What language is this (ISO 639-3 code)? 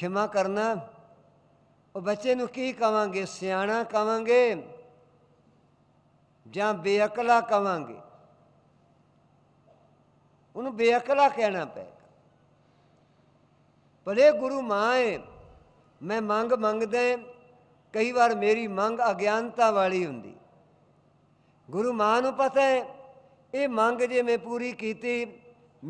pan